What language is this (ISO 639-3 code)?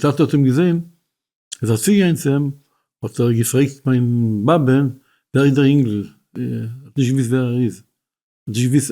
yid